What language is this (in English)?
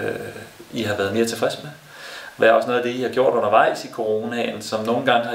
Danish